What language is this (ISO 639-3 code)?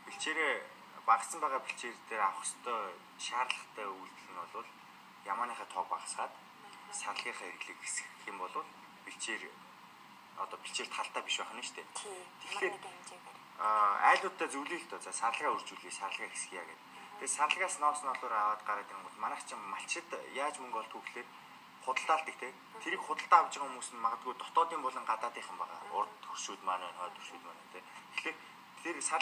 mon